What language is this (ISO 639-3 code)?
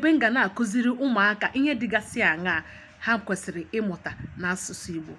ibo